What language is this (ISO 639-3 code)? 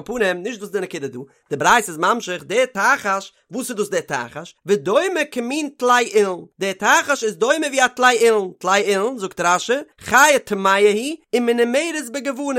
yid